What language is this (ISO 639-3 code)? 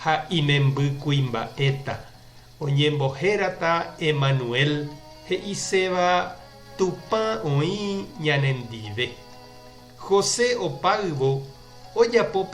grn